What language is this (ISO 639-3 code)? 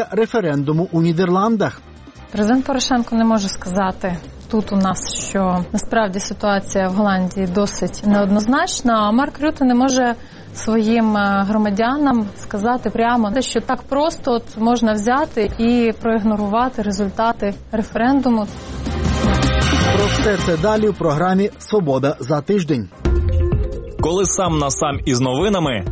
ukr